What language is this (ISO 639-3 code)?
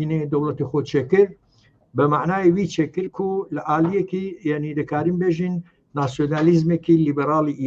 kur